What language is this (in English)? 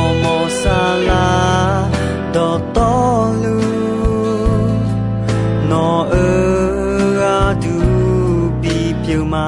Akha